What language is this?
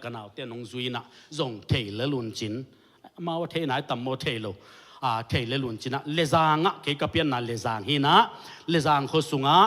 Tedim Chin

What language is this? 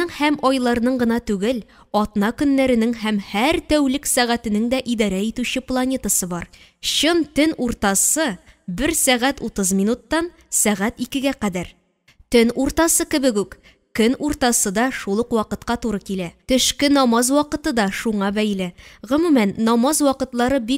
Tatar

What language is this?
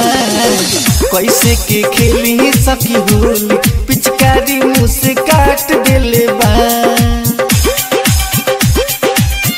Bhojpuri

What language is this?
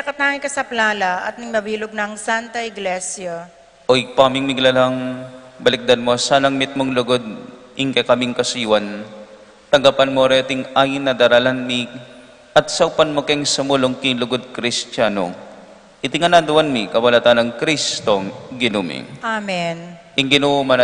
Pampanga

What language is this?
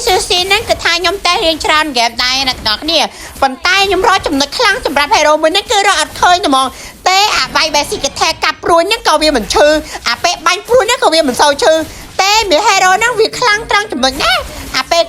Khmer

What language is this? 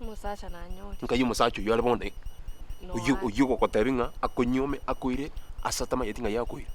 Gusii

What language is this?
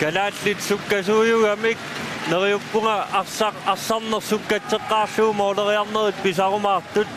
Kalaallisut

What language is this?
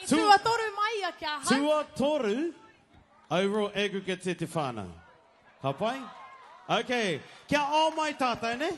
Māori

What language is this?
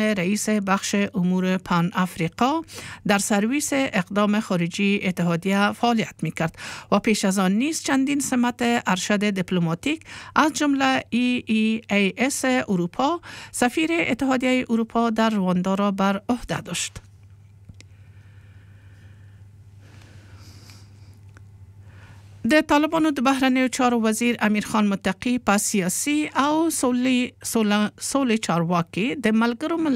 Persian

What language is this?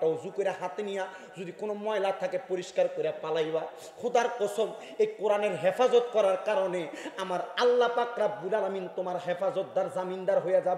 Bangla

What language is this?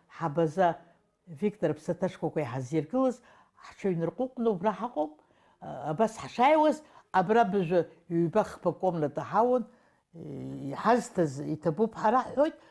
Abkhazian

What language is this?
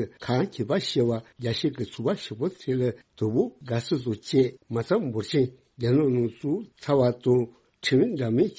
Tibetan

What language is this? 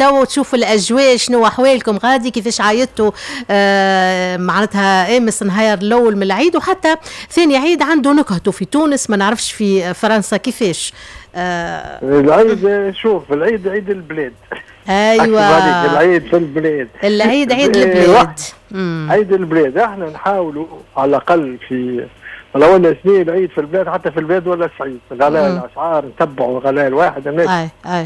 Tunisian Arabic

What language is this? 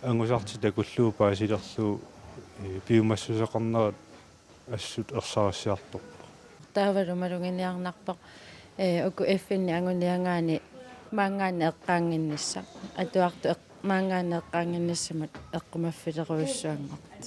Kalaallisut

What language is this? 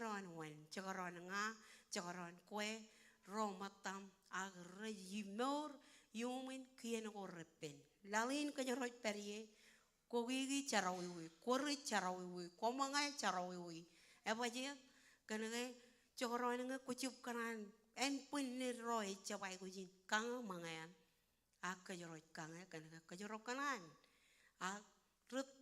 Marshallese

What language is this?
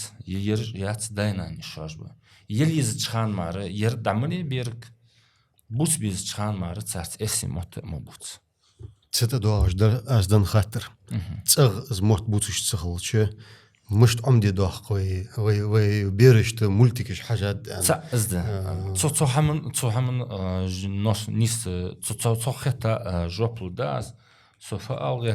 Ingush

